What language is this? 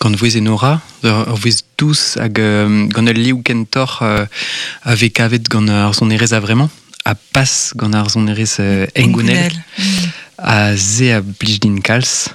Breton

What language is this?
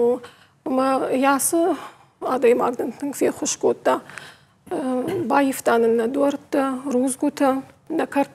Ossetic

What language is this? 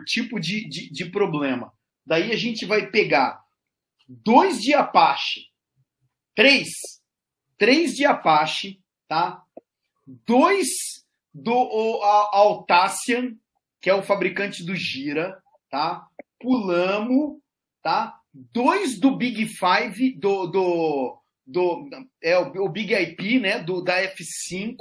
Portuguese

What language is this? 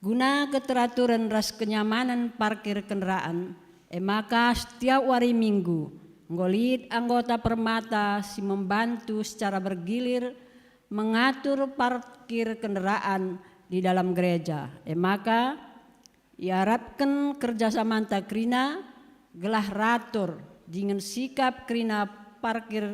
Batak Karo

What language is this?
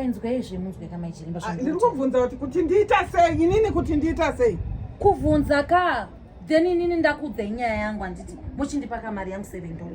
Shona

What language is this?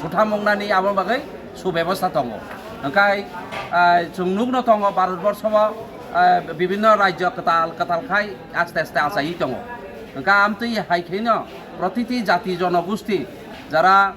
Kok Borok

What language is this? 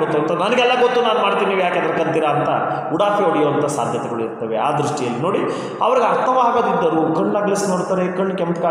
Kannada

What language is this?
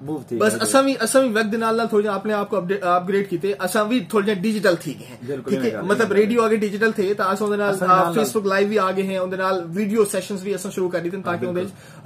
Saraiki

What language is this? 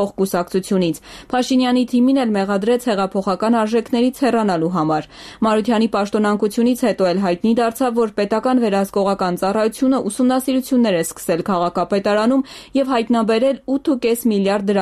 Armenian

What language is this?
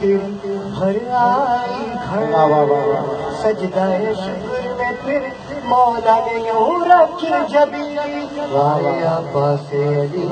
Urdu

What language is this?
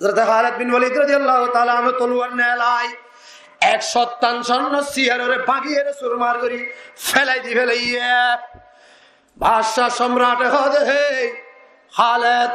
Rohingya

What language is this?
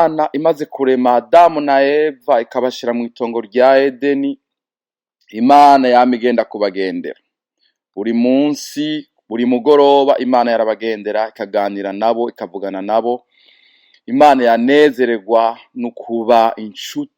Rundi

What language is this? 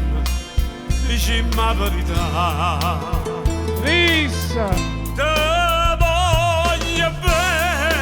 Neapolitan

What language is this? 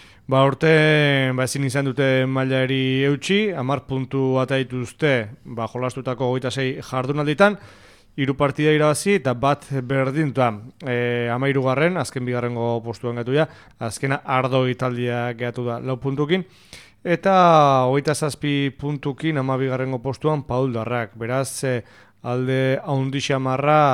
Basque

